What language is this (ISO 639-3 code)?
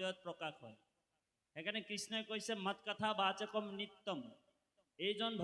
asm